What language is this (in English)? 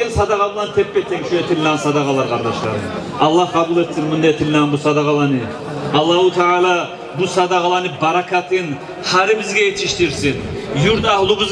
Kumyk